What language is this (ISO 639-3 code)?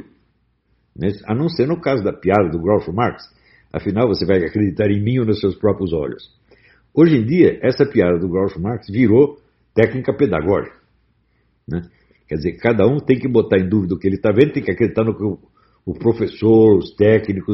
por